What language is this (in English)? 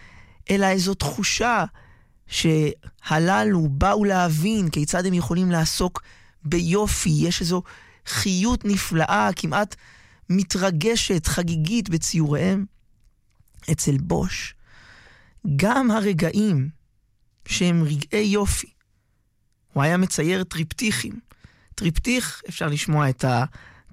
Hebrew